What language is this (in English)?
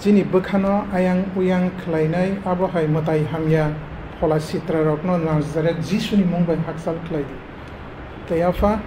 Kok Borok